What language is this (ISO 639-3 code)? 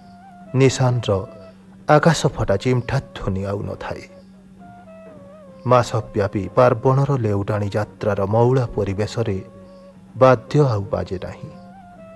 ori